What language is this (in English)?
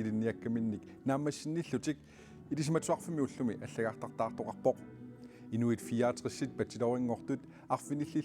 Kalaallisut